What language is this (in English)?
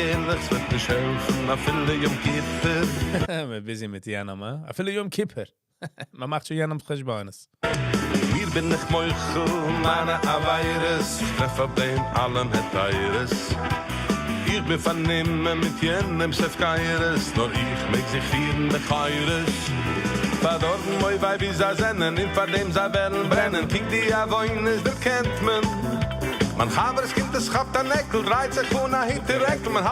Yiddish